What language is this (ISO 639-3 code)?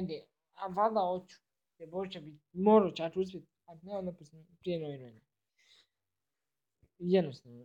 hrv